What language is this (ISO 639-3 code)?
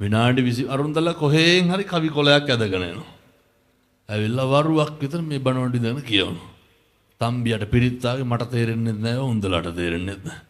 sin